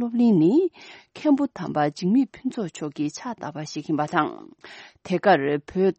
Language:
Tibetan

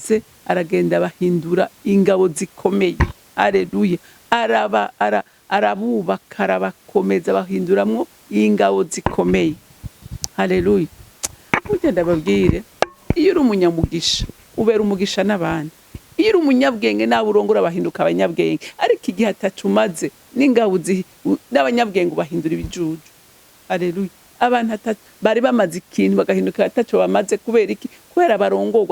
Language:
Rundi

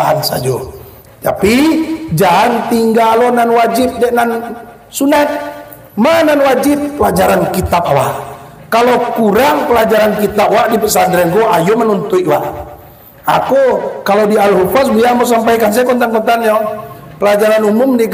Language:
Minangkabau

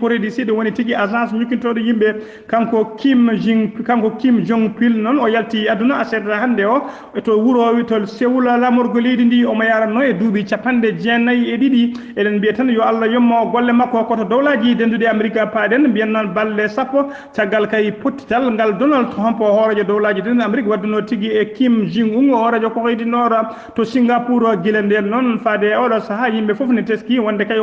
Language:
Fula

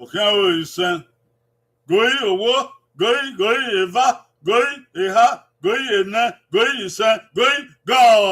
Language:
Bini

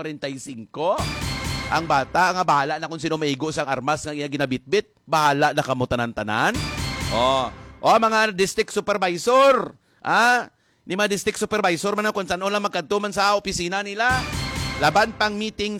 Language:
Hiligaynon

